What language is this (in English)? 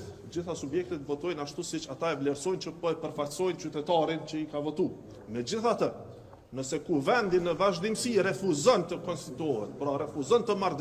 Albanian